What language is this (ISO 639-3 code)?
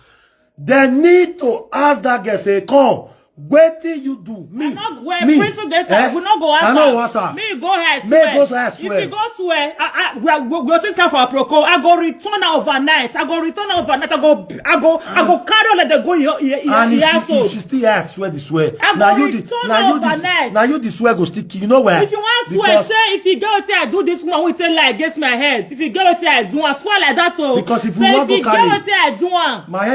pcm